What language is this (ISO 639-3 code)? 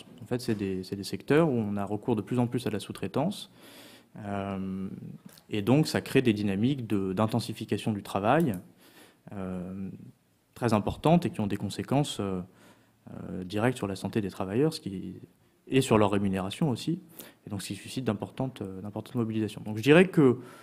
fra